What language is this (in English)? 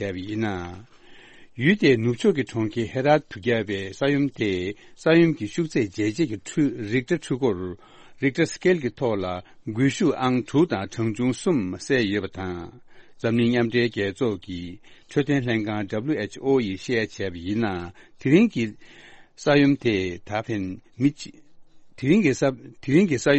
Tibetan